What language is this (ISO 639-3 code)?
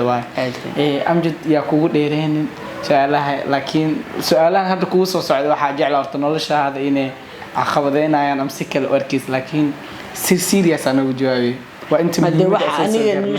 som